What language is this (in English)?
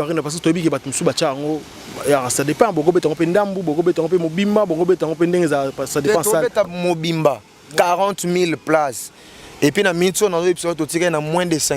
Lingala